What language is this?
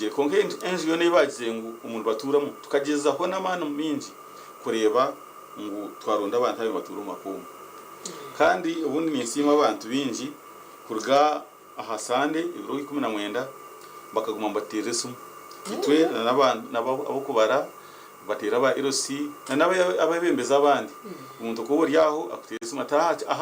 Nyankole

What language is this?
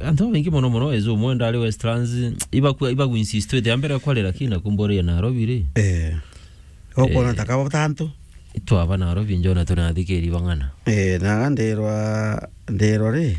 Meru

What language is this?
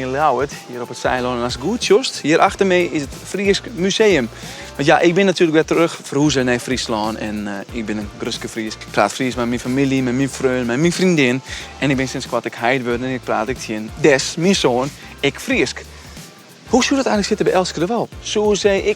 Western Frisian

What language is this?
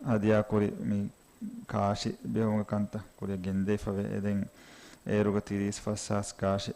Divehi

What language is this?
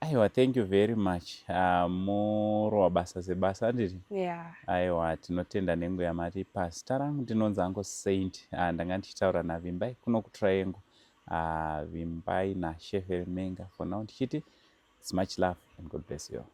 Shona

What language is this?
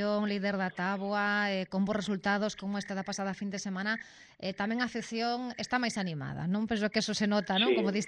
Galician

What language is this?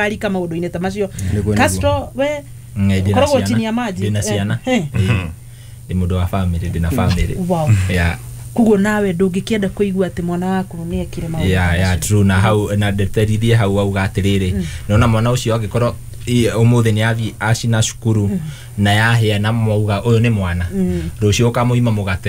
Kikuyu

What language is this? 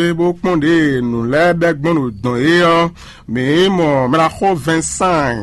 Fon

